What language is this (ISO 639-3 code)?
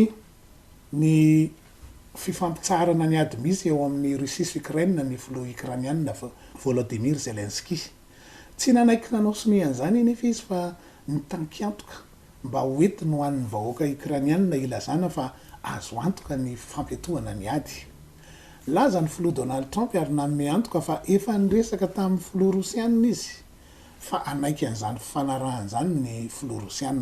mlg